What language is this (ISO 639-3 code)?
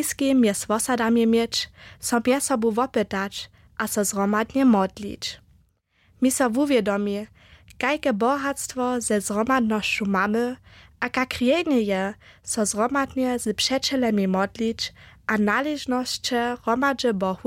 hsb